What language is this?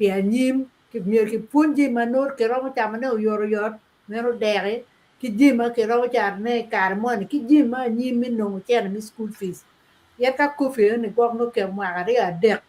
Acoli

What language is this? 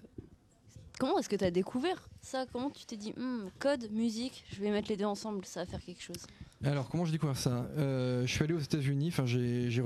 French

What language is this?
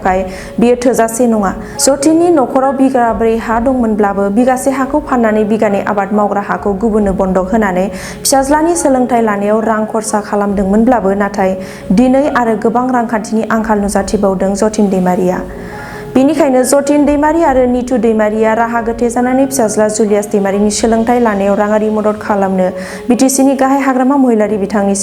Bodo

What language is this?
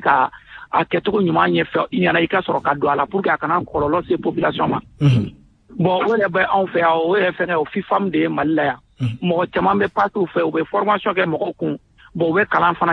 Bambara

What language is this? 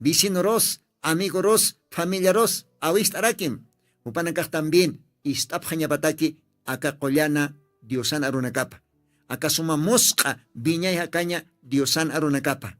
Aymara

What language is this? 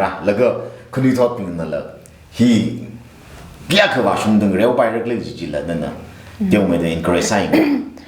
Tangkhul Naga (India)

